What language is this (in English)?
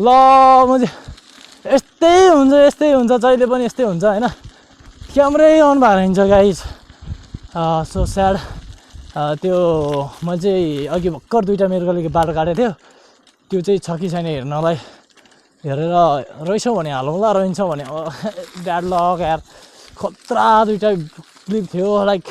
Nepali